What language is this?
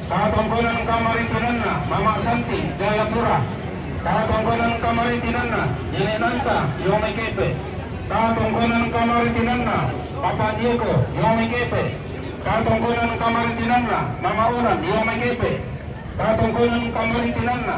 Toraja-Sa'dan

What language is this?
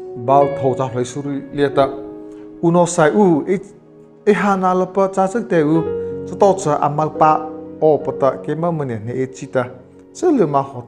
Mara Chin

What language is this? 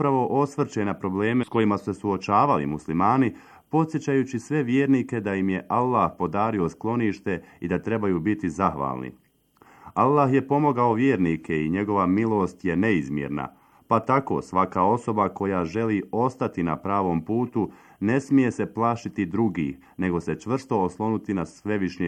Bosnian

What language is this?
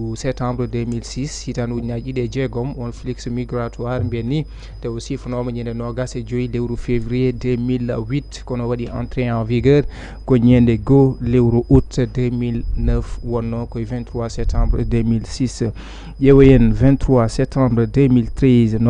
Fula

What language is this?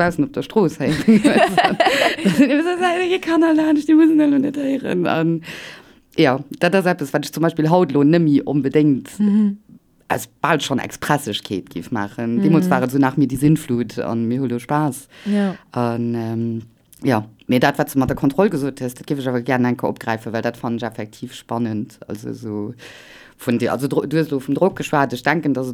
Luxembourgish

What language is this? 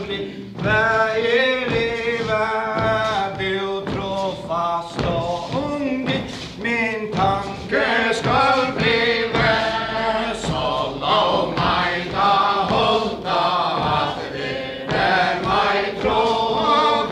Faroese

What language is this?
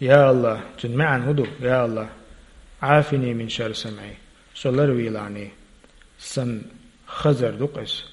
Chechen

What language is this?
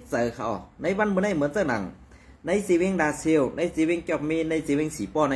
Shan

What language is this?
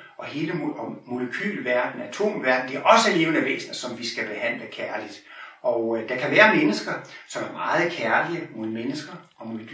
Danish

